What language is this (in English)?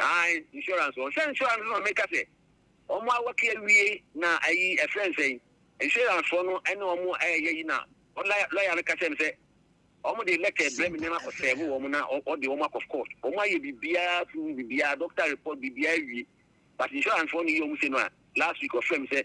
Akan